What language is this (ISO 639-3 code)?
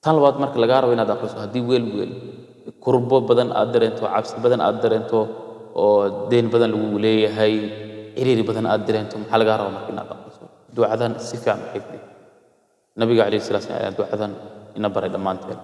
som